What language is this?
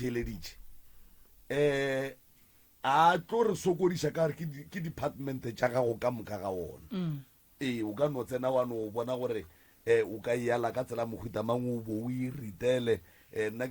Northern Sotho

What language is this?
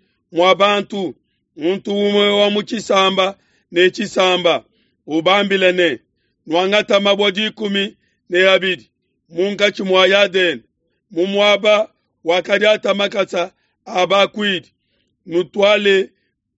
Luba-Lulua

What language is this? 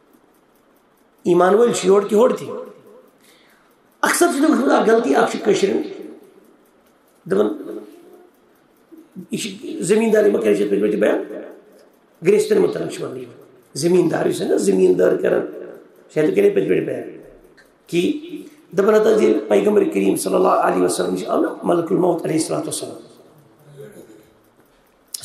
Kashmiri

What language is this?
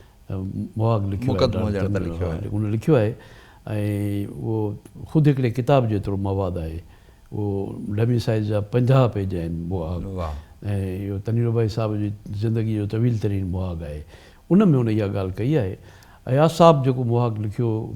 Sindhi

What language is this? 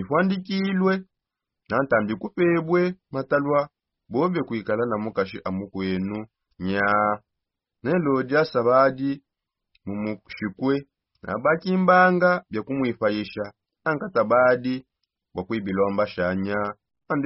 Songe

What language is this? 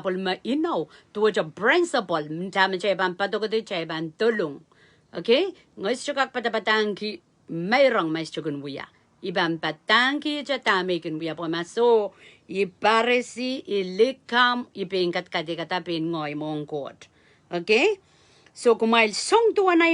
Pohnpeian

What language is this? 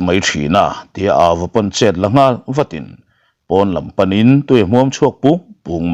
Mizo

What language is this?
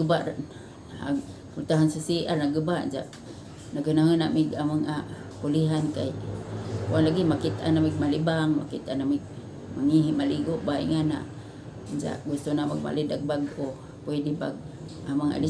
Cebuano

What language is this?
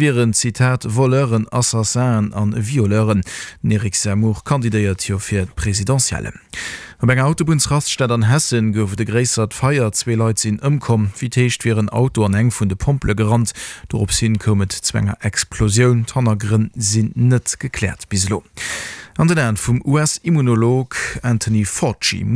Luxembourgish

